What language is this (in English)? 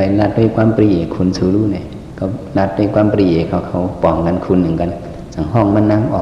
Shan